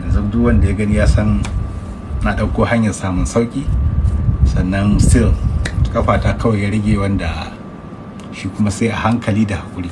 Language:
Hausa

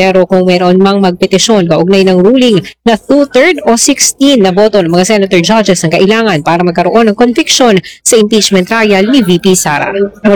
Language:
Filipino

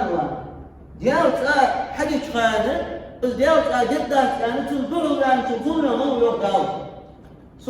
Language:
Ingush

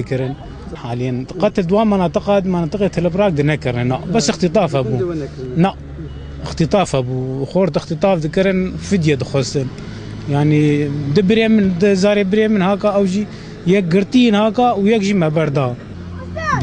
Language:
Kurdish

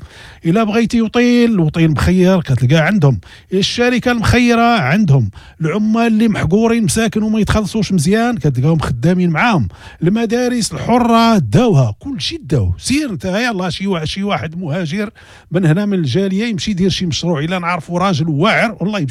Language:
Moroccan Arabic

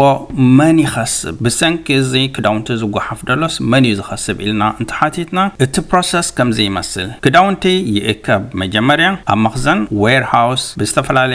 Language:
Tigrinya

